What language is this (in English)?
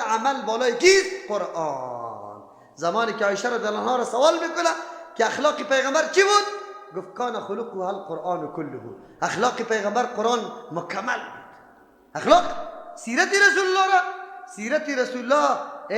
Persian